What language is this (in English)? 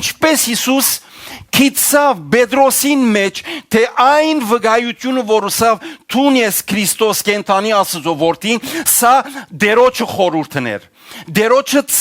Western Armenian